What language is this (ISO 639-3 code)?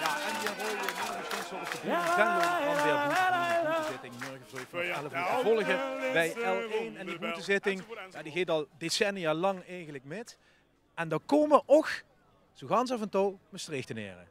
lim